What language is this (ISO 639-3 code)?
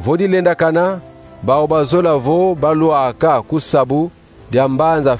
kon